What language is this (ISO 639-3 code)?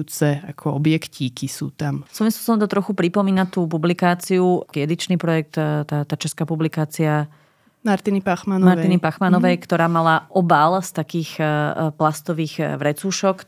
slk